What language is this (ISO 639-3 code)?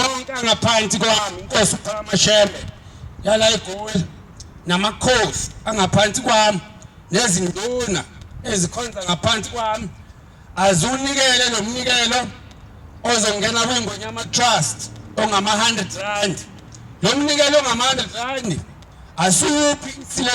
zul